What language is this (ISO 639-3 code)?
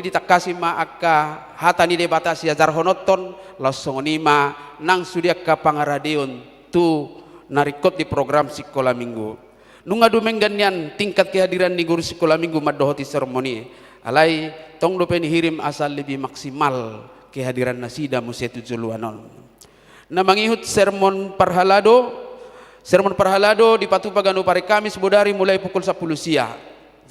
bbc